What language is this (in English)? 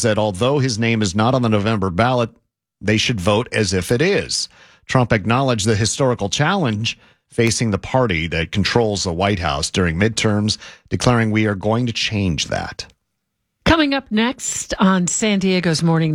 English